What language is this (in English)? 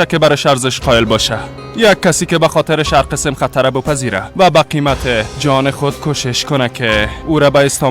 Persian